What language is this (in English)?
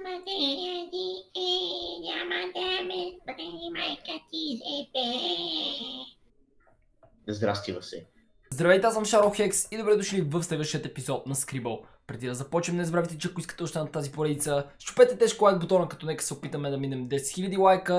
Bulgarian